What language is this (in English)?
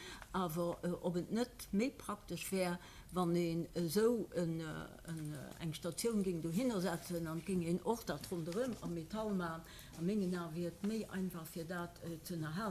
Luxembourgish